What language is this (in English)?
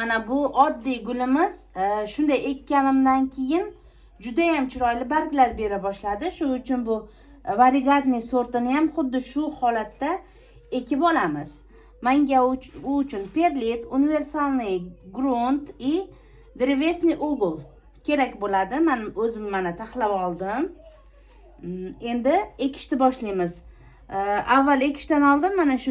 Uzbek